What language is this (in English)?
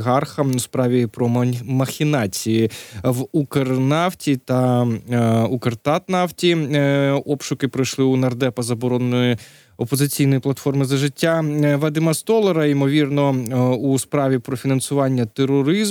Ukrainian